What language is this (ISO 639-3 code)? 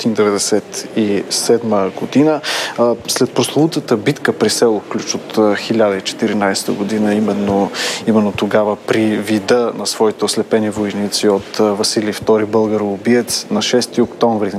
bul